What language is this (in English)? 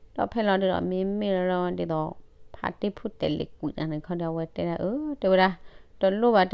S'gaw Karen